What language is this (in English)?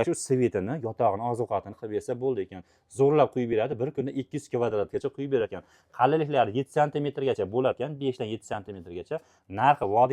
Uzbek